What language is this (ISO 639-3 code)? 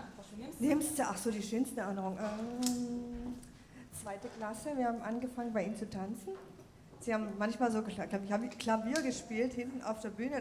hsb